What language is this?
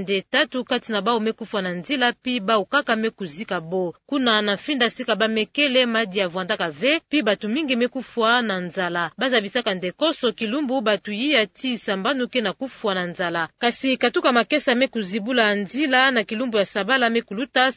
Kituba (Democratic Republic of Congo)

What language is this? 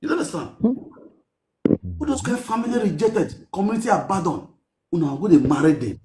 Nigerian Pidgin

